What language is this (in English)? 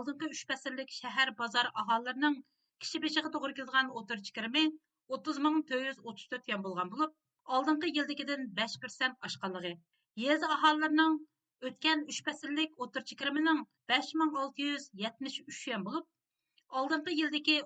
Uyghur